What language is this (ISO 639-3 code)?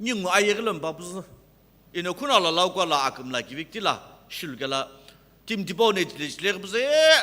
nsm